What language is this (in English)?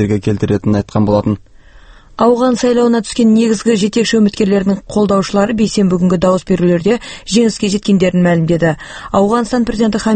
Kazakh